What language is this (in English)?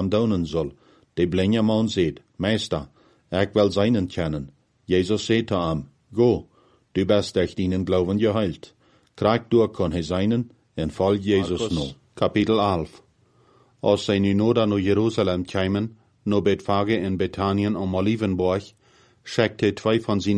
Plautdietsch